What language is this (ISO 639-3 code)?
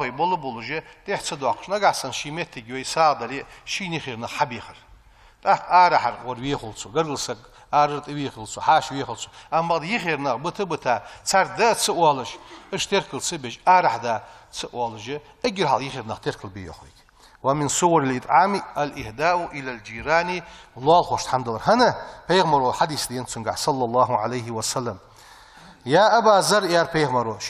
inh